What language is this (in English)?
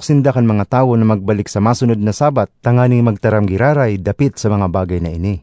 Bikol